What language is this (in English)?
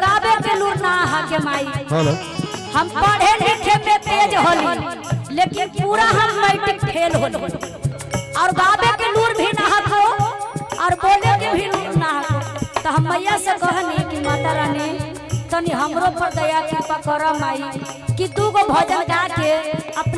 Magahi